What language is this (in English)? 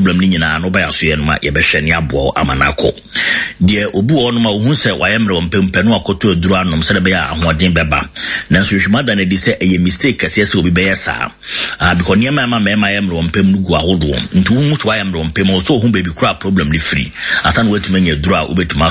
Akan